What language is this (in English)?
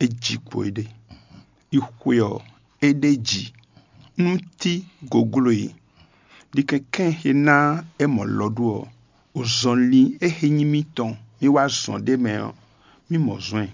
Fon